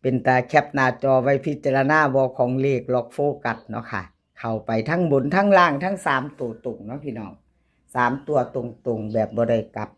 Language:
Northeastern Thai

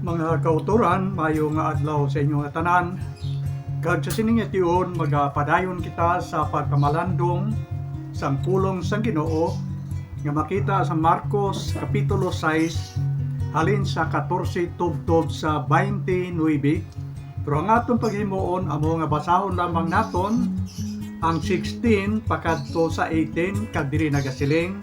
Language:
Hiligaynon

